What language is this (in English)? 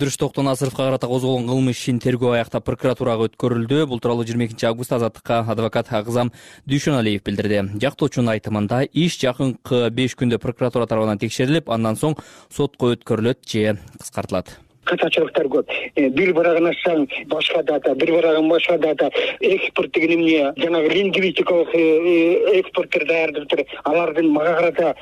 Kyrgyz